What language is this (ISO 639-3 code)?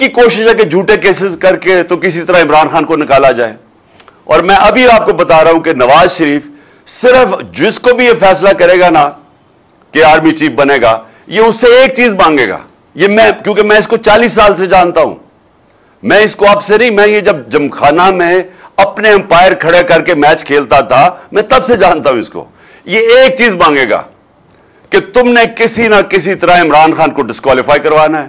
urd